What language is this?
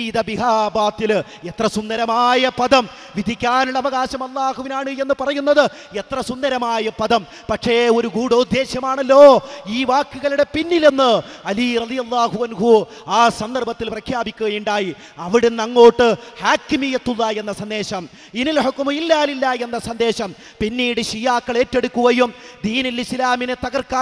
Malayalam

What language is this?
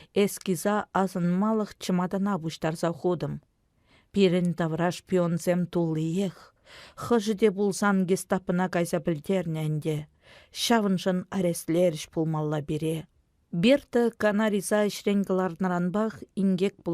Chuvash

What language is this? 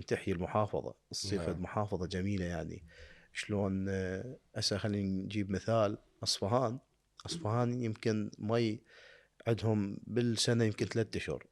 Mesopotamian Arabic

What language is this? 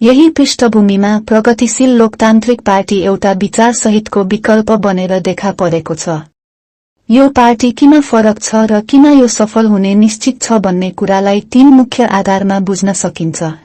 Nepali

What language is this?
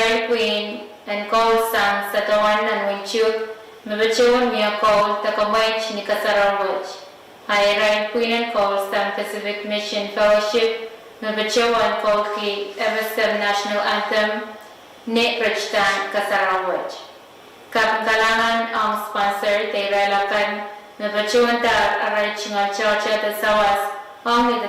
Pohnpeian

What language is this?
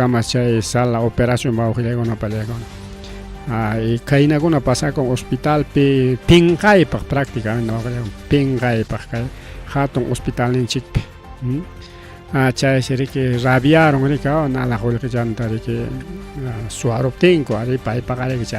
Ayacucho Quechua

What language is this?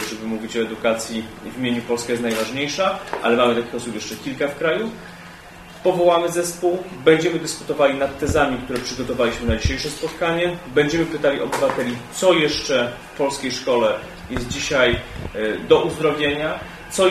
Polish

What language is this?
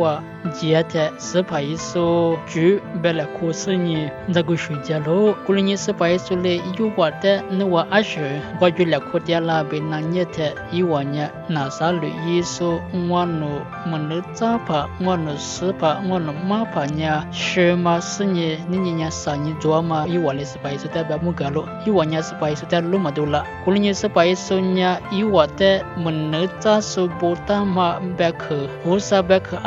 Lisu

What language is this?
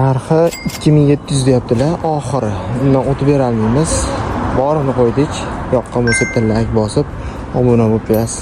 Uzbek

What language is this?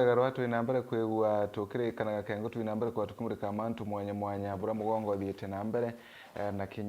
Meru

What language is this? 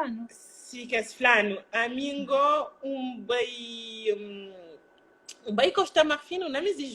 Kabuverdianu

